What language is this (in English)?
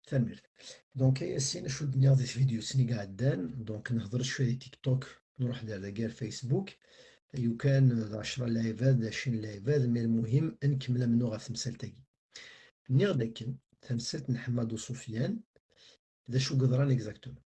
Kabyle